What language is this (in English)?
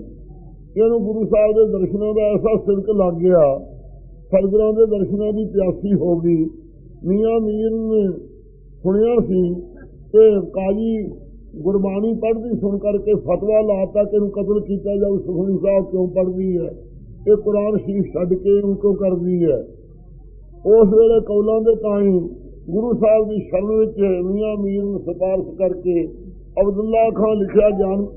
Punjabi